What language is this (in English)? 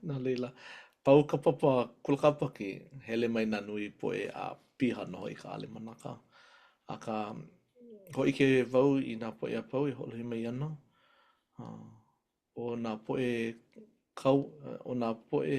Hawaiian